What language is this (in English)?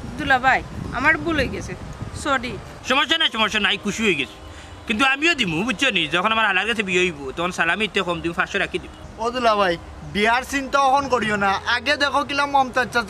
Sylheti